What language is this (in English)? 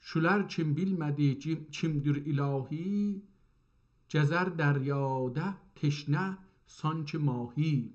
South Azerbaijani